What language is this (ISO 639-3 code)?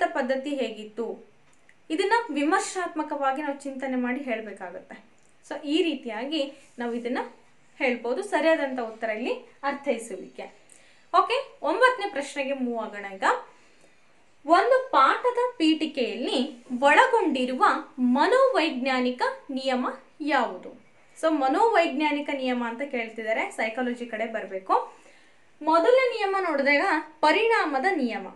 kan